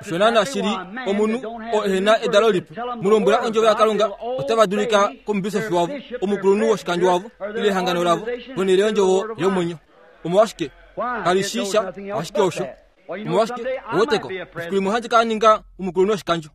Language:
Kuanyama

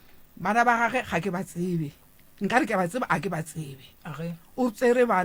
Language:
Northern Sotho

